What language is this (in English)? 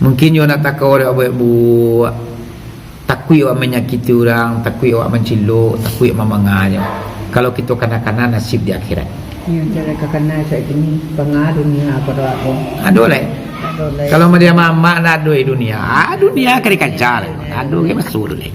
Minangkabau